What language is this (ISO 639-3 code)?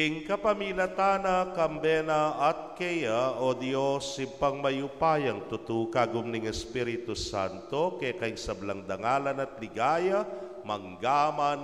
pam